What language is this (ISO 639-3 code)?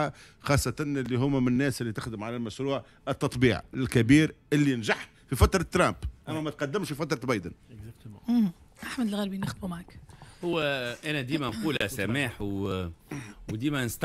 aeb